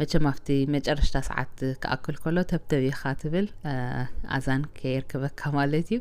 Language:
Tigrinya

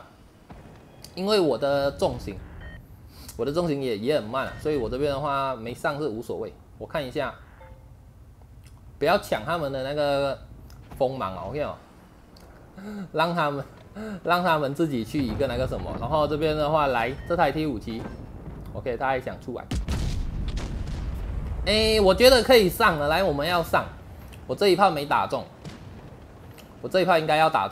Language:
Chinese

